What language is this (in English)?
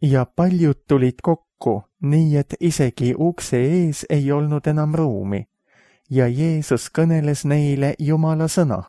Estonian